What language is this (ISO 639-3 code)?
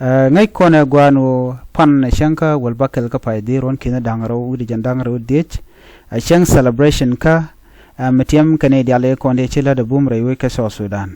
nus